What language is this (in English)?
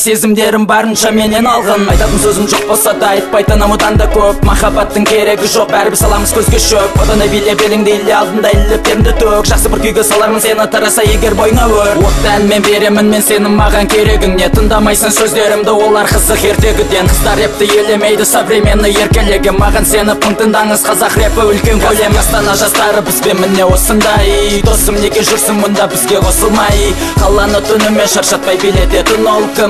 Kazakh